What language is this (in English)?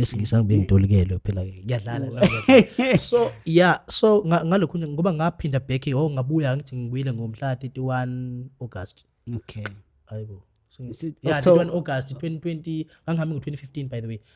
Zulu